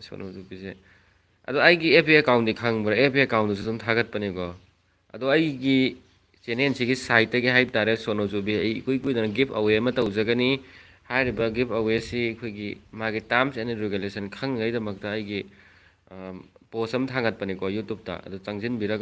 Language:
Manipuri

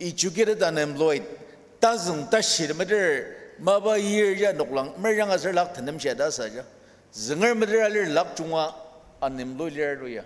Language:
Ao Naga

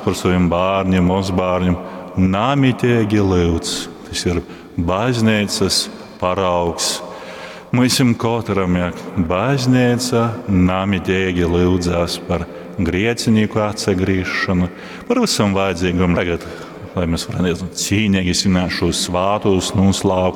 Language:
Latgalian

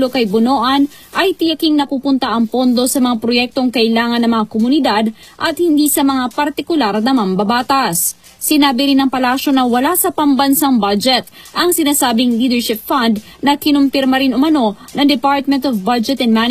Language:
Filipino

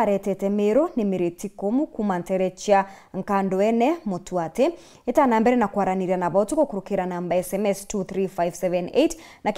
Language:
Meru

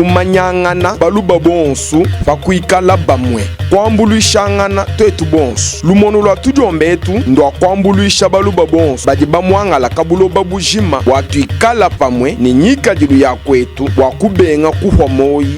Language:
Luba-Lulua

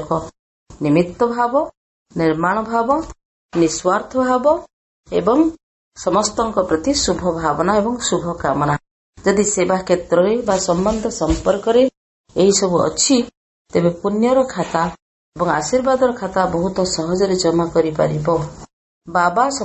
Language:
Odia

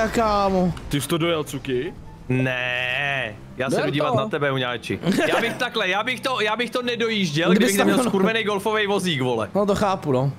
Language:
Czech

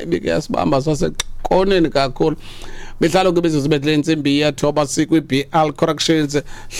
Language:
Xhosa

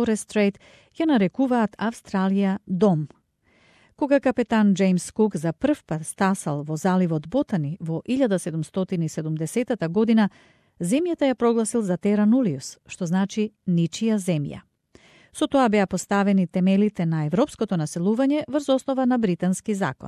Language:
Macedonian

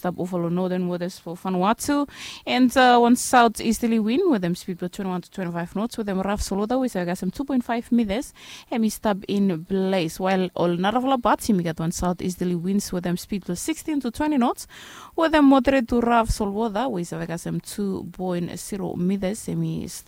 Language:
Bislama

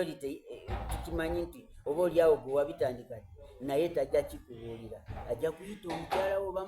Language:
Soga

